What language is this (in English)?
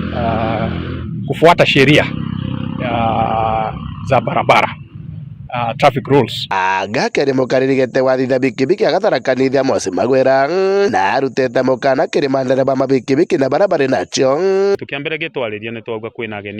Meru